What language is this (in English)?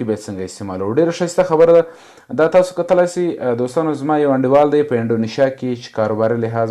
Pashto